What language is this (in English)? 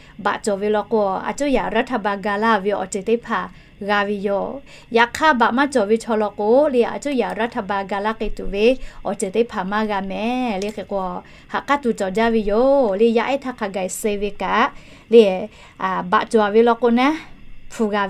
Lahu